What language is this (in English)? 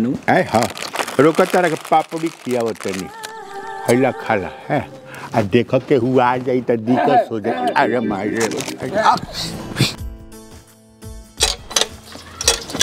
Bhojpuri